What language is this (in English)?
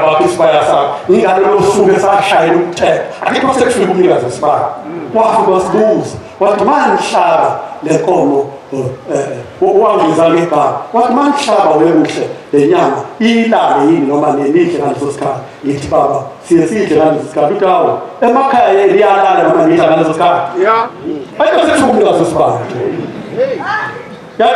Zulu